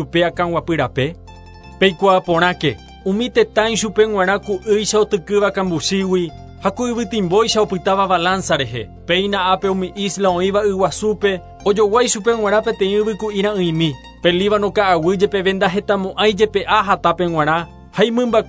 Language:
Guarani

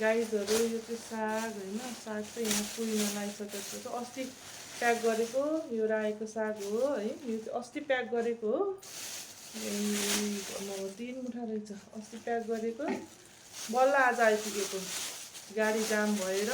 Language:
Nepali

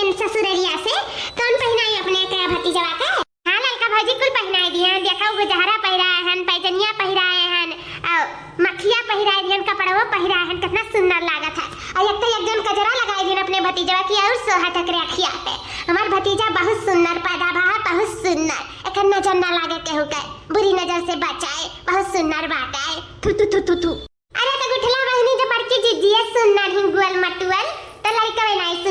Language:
Awadhi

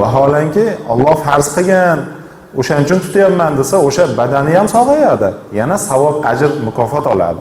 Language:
Uzbek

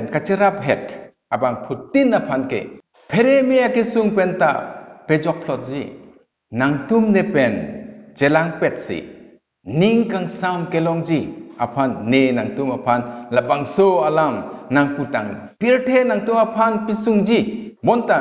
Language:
Karbi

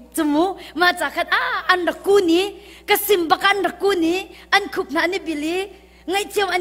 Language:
Hakha Chin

